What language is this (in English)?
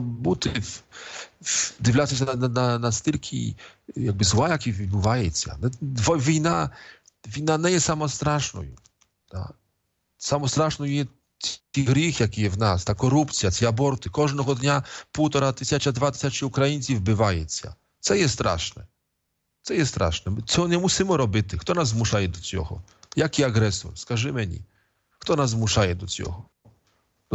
Ukrainian